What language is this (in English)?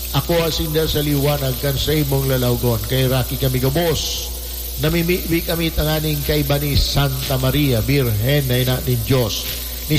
Bikol